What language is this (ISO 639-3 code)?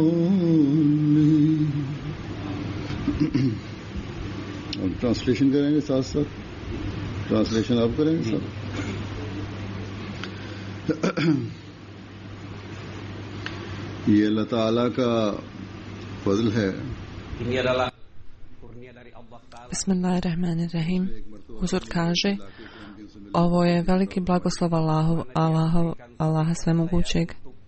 bos